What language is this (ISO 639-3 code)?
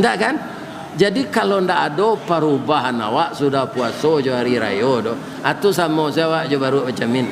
min